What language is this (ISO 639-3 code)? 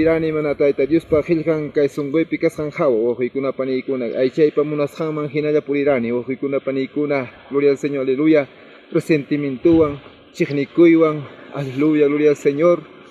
quy